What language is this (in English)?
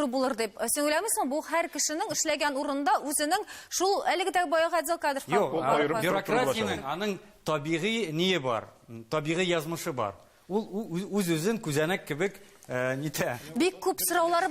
Tatar